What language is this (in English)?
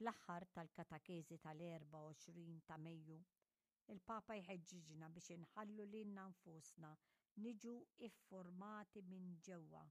Maltese